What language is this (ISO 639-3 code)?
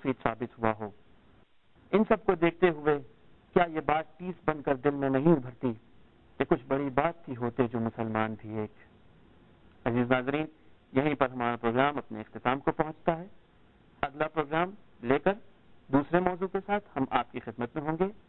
urd